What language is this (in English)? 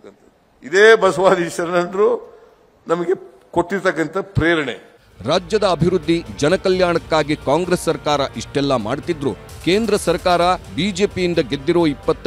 Kannada